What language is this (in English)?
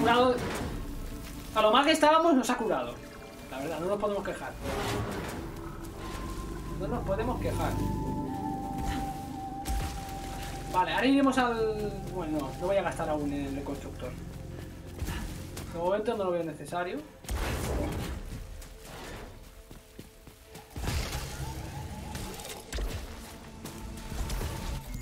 Spanish